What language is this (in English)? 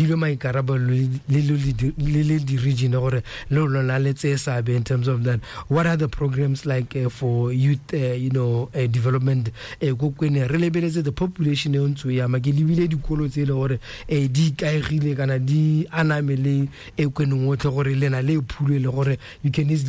Tswana